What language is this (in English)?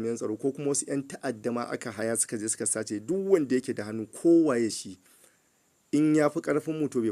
Hausa